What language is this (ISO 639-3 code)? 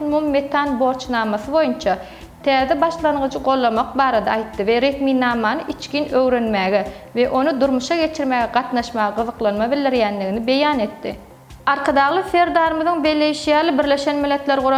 tuk